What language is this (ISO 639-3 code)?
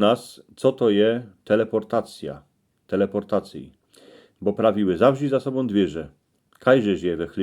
szl